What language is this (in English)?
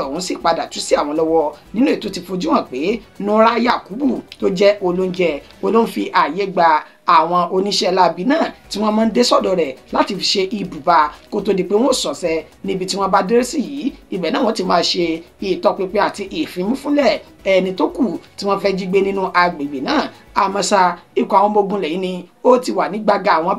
Yoruba